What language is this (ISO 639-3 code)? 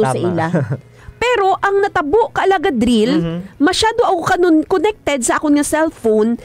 hil